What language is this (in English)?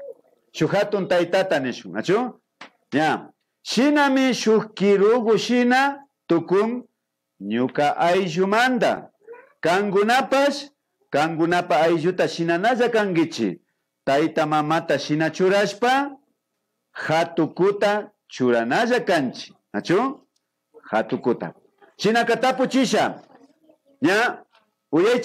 Imbabura Highland Quichua